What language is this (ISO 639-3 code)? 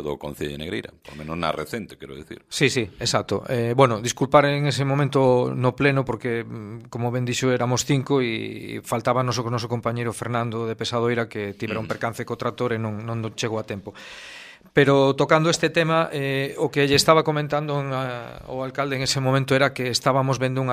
glg